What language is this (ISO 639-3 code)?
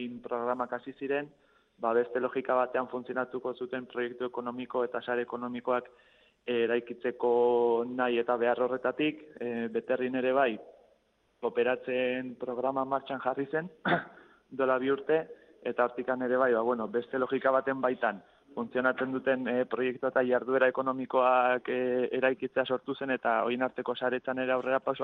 eus